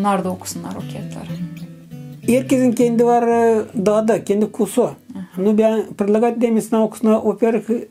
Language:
Gagauz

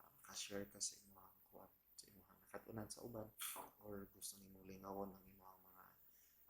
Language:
Cebuano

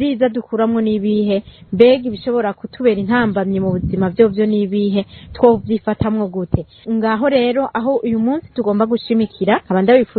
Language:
Rundi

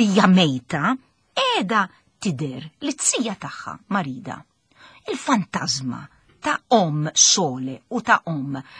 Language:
Maltese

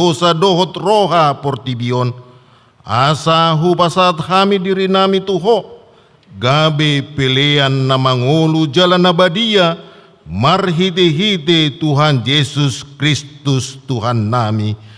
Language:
Batak Toba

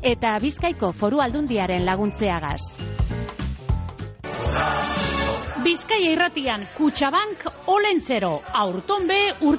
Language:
Basque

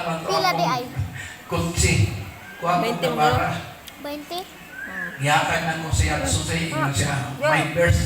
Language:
Cebuano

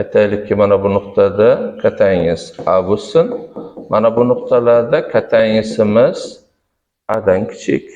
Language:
Uzbek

